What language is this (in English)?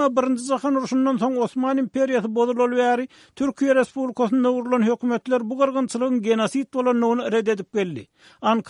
Turkmen